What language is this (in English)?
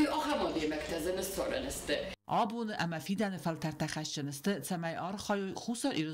Ossetic